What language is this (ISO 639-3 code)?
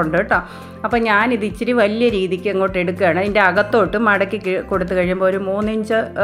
mal